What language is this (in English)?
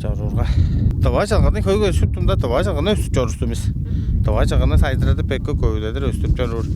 Tuvinian